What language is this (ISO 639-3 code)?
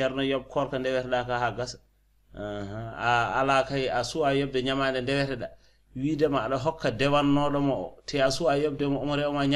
ful